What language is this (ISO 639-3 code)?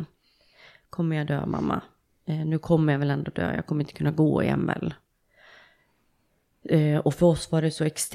swe